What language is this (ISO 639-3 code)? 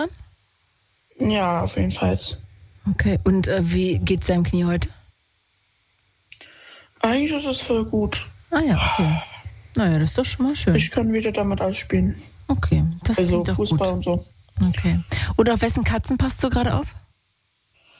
deu